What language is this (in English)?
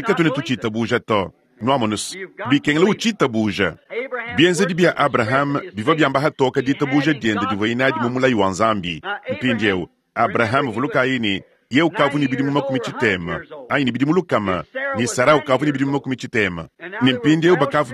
Luba-Lulua